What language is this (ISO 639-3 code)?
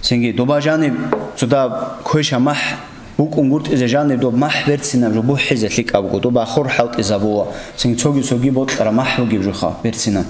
ava